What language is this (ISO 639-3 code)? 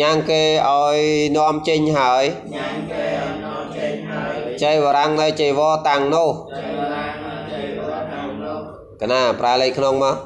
khm